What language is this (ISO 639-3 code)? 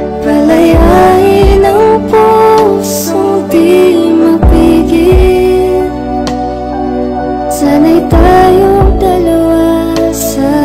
fil